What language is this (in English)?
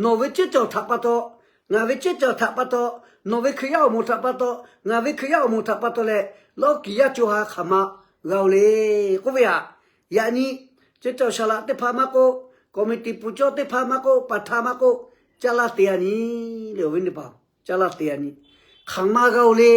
Lahu